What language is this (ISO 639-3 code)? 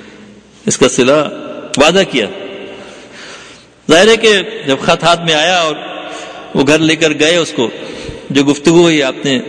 urd